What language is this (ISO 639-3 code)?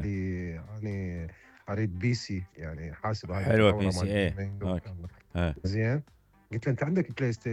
acm